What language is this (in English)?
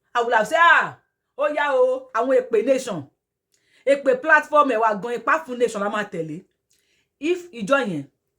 Yoruba